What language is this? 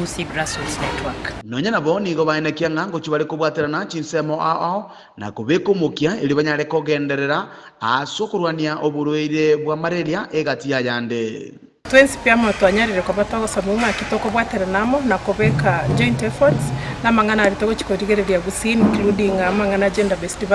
Gusii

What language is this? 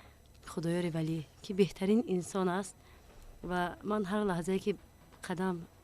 Tajik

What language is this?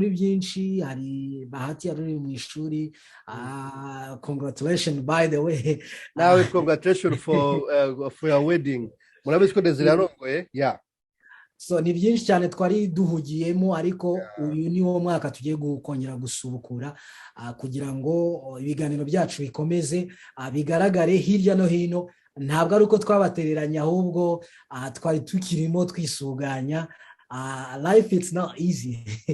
Kinyarwanda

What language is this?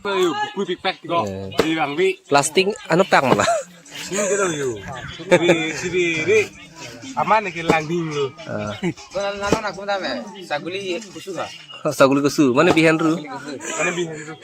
Karbi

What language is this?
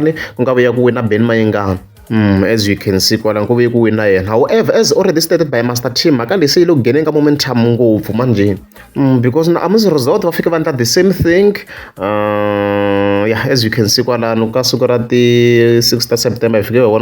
Tsonga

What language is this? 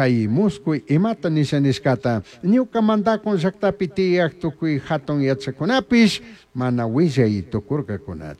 Chimborazo Highland Quichua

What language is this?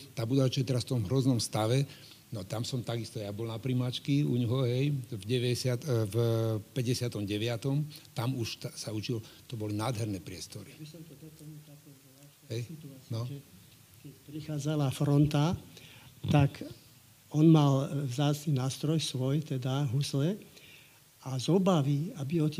Slovak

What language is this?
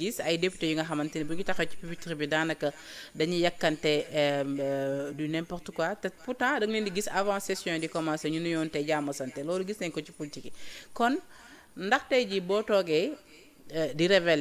Wolof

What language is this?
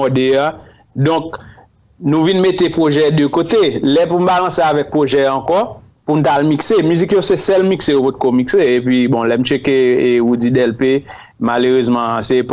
Haitian Creole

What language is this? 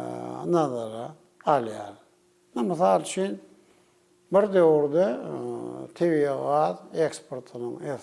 Turkmen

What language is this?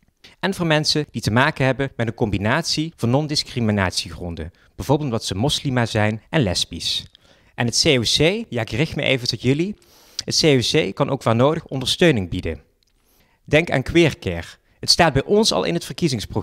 Dutch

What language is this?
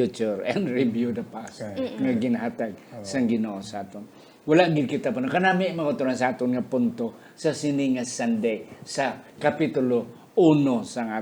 Hiligaynon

